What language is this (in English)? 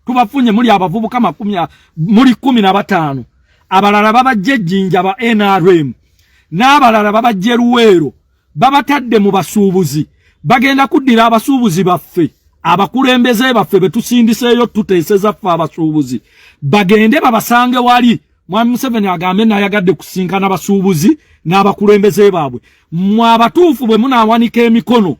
Ganda